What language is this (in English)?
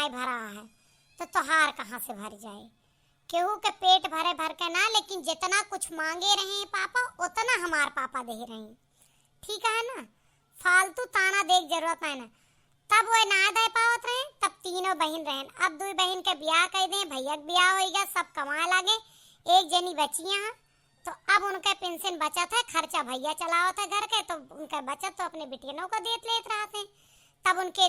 Awadhi